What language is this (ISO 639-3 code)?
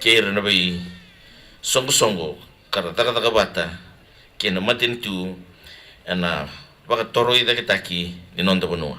fij